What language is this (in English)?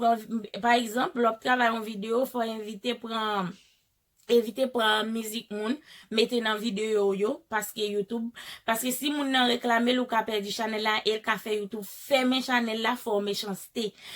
Haitian Creole